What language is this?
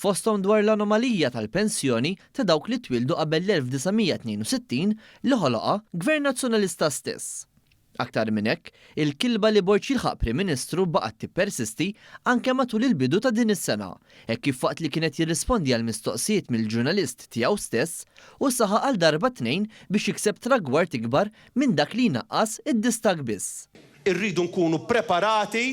Maltese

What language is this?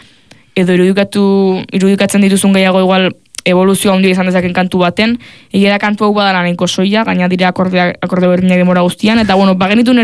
Basque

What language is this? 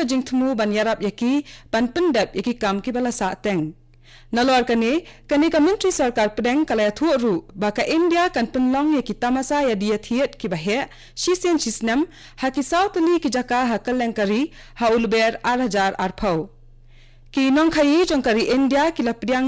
Khasi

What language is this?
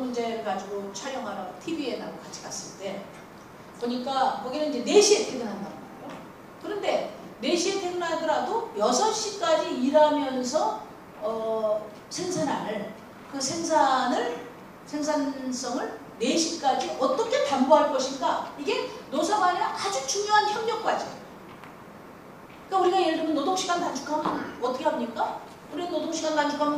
Korean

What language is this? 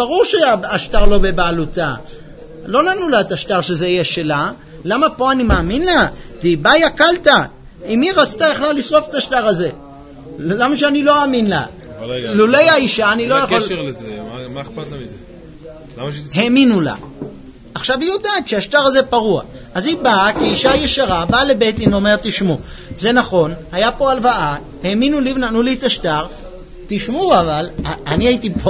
Hebrew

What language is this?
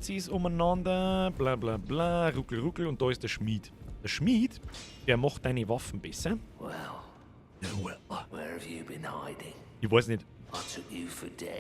Bavarian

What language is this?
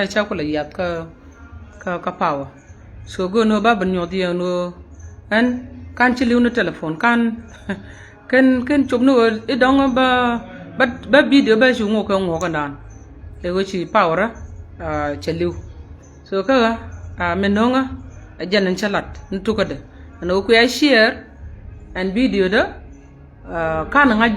Nuer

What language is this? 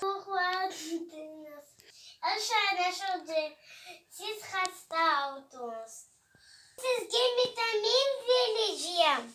Crimean Tatar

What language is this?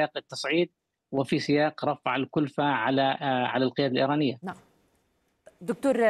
Arabic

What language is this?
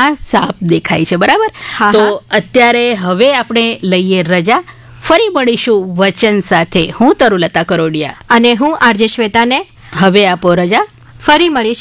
Gujarati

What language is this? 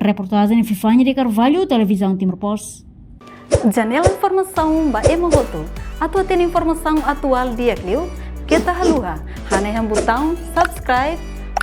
Tetum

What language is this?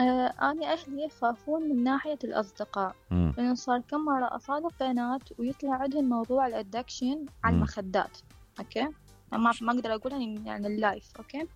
Mesopotamian Arabic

